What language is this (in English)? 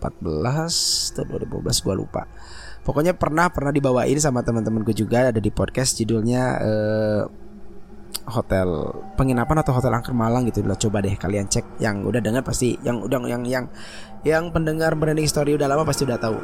Indonesian